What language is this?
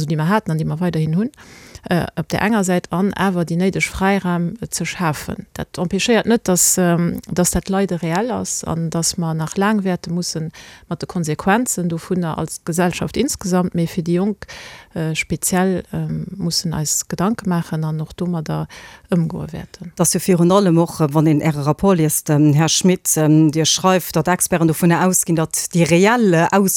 Luxembourgish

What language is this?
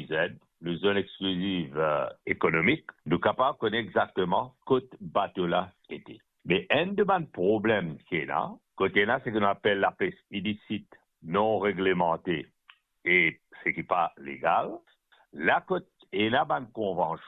Morisyen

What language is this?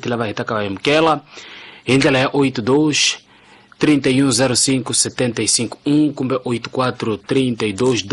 Tsonga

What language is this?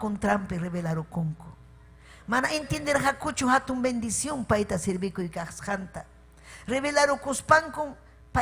Ayacucho Quechua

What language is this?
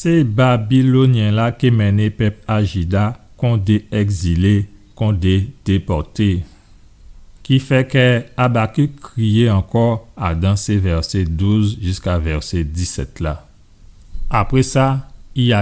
Guadeloupean Creole French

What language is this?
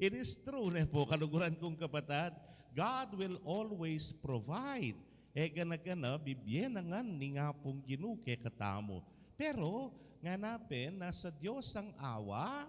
Pampanga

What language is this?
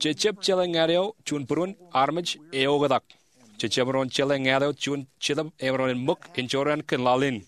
Marshallese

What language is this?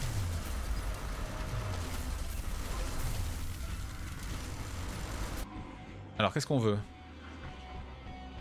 French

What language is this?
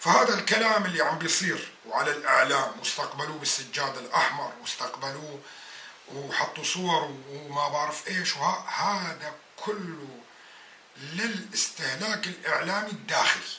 North Levantine Arabic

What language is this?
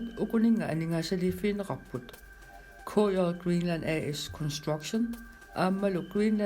Kalaallisut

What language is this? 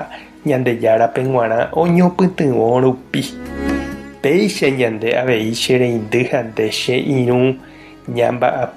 Guarani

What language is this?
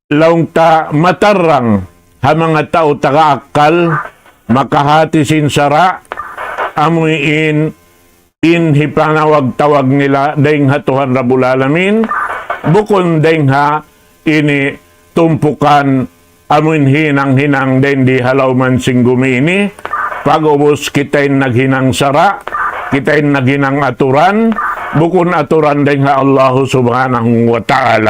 Tausug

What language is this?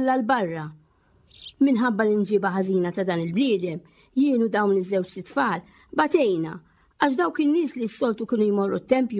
Maltese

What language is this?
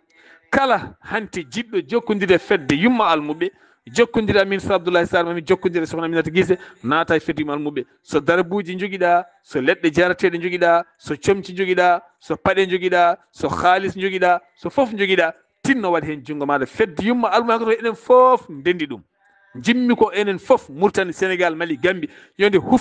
Fula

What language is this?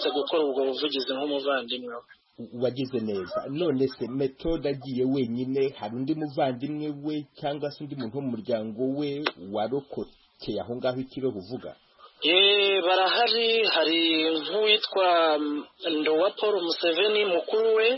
Kinyarwanda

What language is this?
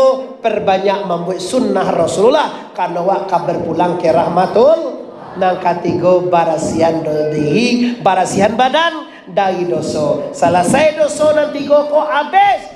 Minangkabau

